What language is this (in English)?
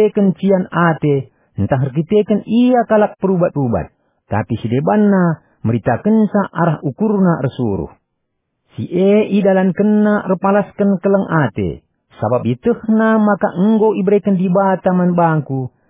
Batak Karo